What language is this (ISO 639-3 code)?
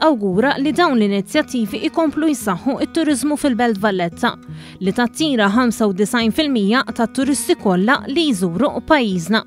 mlt